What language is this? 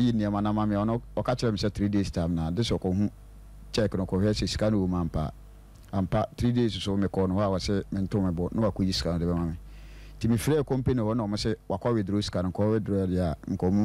Akan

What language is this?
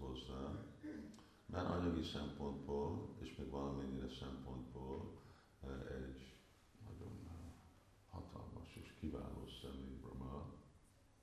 Hungarian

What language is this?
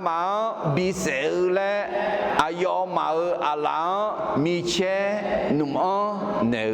Akha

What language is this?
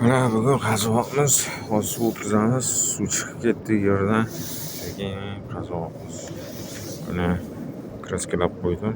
Uzbek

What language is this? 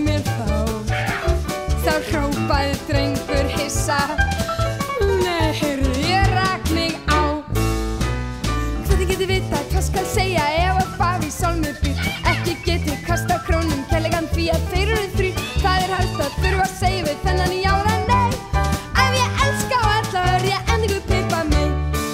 Icelandic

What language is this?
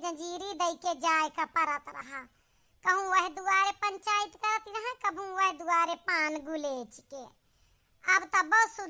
Awadhi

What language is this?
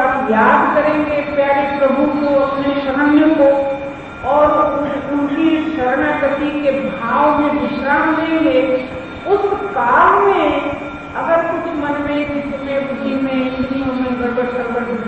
Hindi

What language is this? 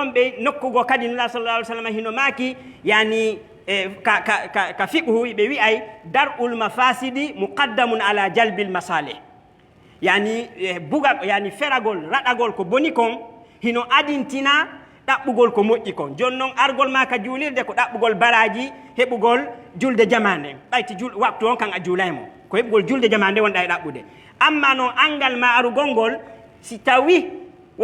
Fula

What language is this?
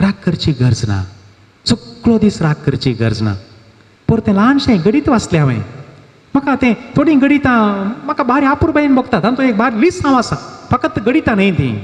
Konkani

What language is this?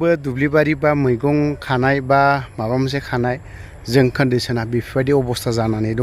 Bodo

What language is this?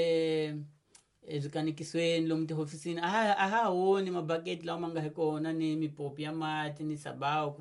Tsonga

